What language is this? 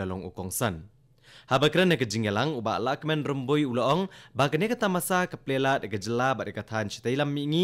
Khasi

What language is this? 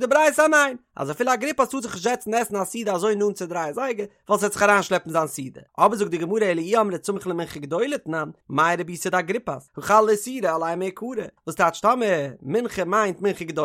Yiddish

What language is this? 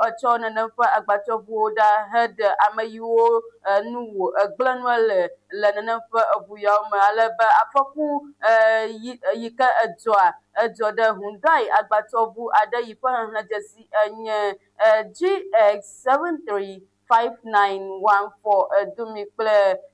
Ewe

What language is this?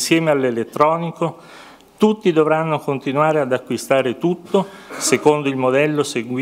Italian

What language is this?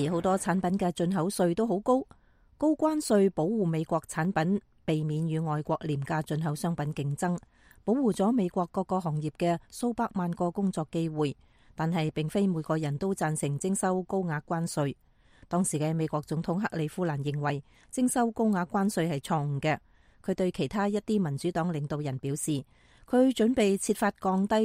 Cantonese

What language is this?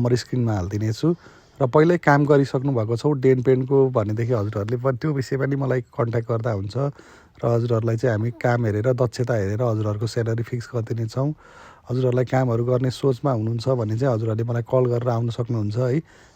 Nepali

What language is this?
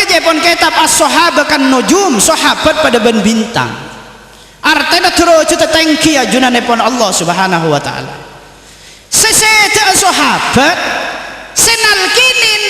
Madurese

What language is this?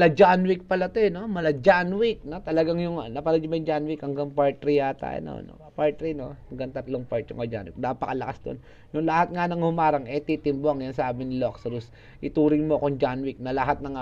Filipino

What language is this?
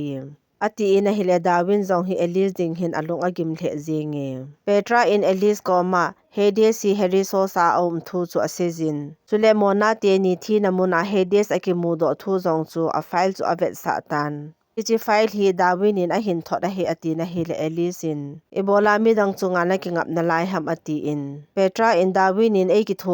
Thado Chin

